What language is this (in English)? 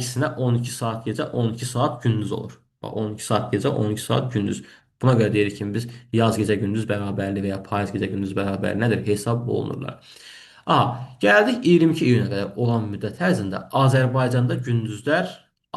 Azerbaijani